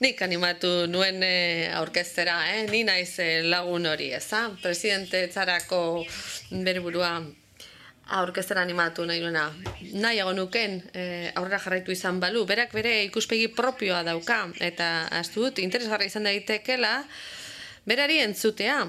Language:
Basque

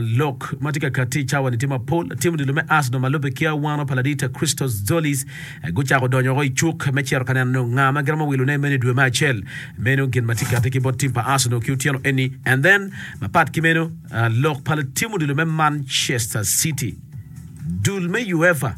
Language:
Acoli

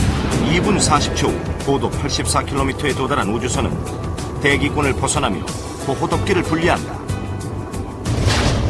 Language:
Korean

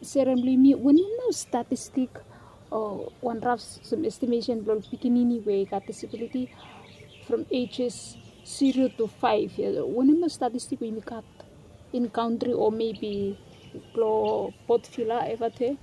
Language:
Bislama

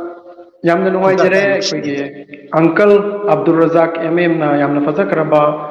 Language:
Manipuri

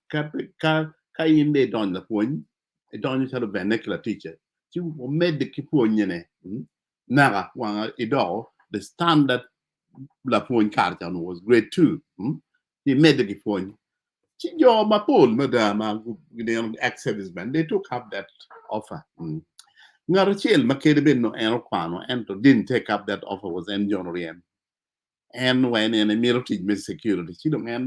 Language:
Acoli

